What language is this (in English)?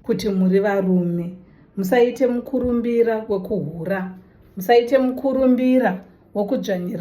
Shona